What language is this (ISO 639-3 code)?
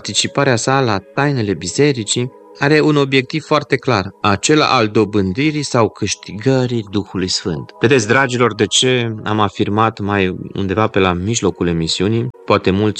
ron